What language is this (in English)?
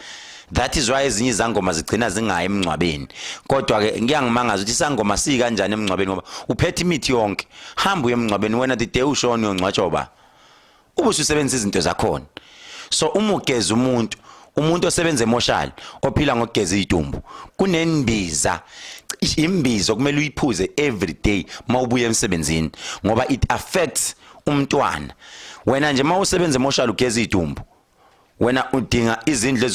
Zulu